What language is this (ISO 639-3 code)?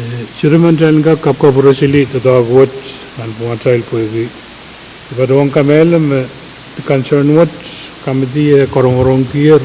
pon